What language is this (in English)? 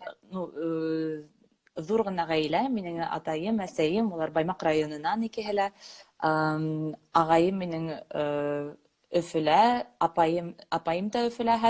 Bashkir